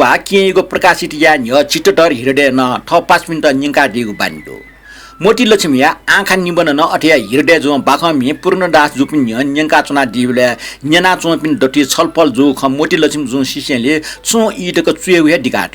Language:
Newari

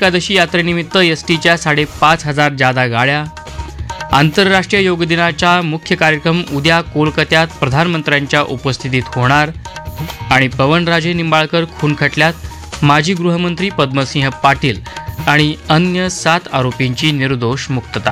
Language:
Marathi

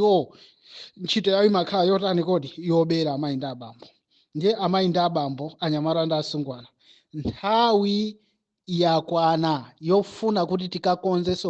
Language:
Nyanja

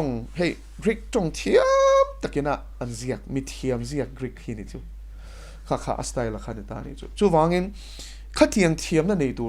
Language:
Mizo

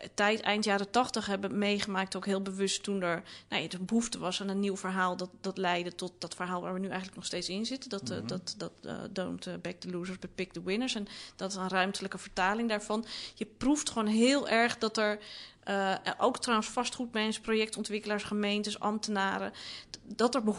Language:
Dutch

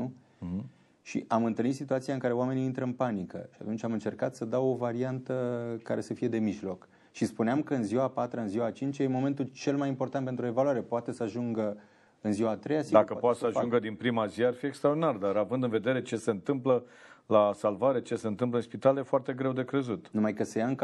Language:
Romanian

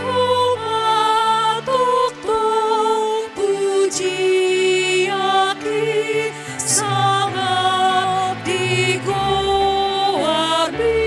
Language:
Batak Toba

